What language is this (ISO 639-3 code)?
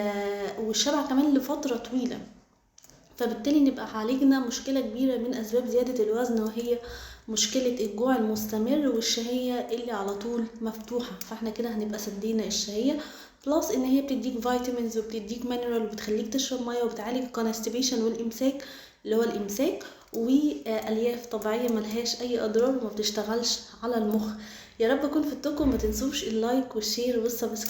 arz